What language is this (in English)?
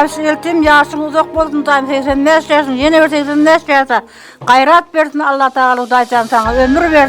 Turkmen